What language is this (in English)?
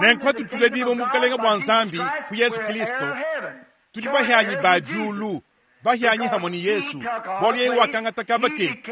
Luba-Lulua